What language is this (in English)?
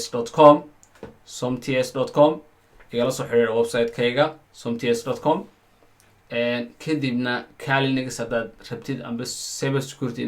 Somali